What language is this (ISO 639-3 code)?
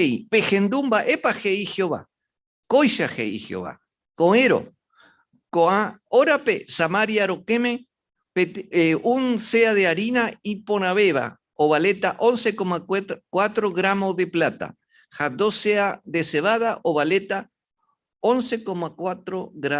grn